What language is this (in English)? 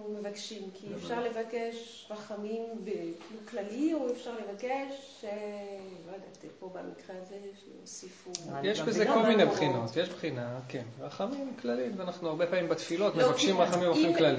Hebrew